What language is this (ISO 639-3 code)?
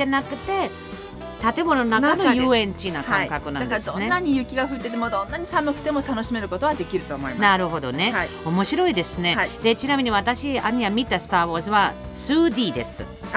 jpn